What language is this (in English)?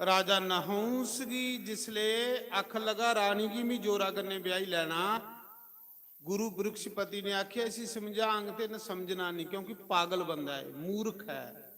Dogri